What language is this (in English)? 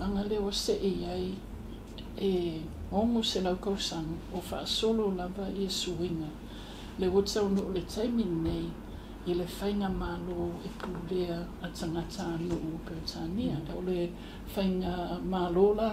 Samoan